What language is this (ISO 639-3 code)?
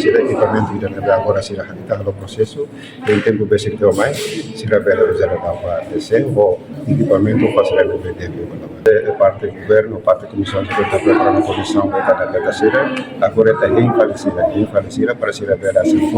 tet